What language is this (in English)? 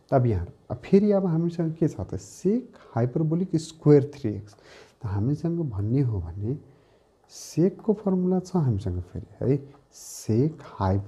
Nepali